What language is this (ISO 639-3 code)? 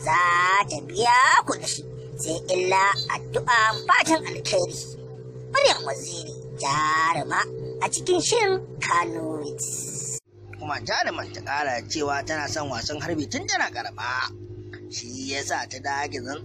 hau